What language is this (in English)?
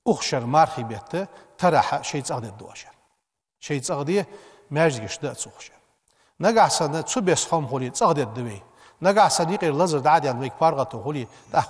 Ingush